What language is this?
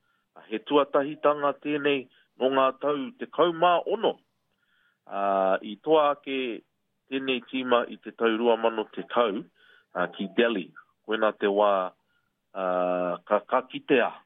Māori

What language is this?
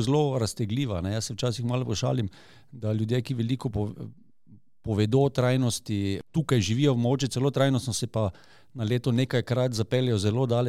Slovenian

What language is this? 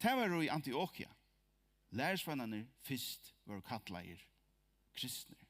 Faroese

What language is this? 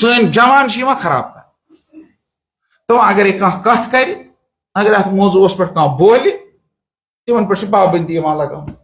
Kashmiri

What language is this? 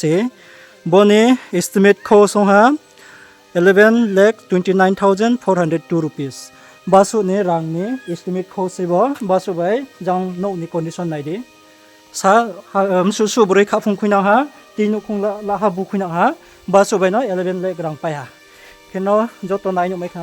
Riang (India)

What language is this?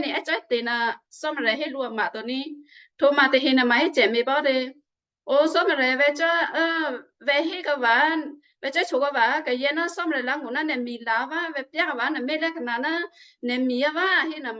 Western Kayah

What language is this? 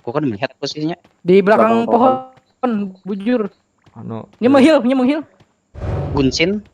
Banjar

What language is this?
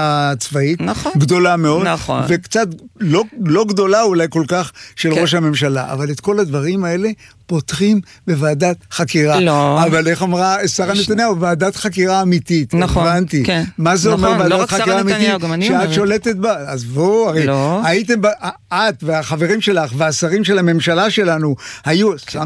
Hebrew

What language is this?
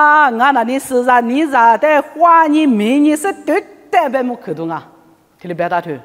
Lisu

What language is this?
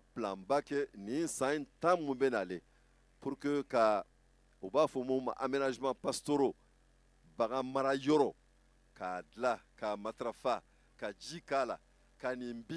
Bambara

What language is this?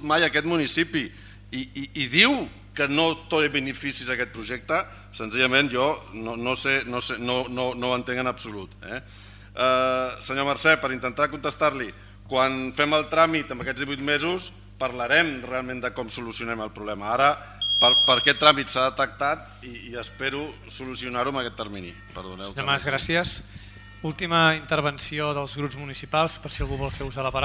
Catalan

